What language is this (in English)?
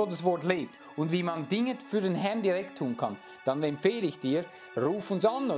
German